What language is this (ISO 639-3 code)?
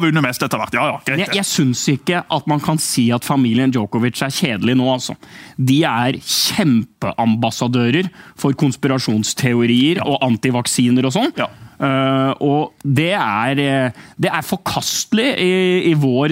nor